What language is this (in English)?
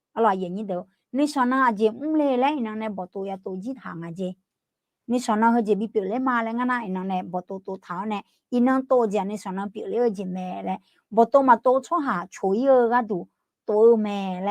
Akha